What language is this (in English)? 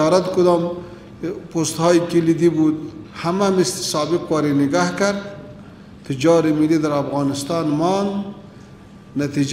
Persian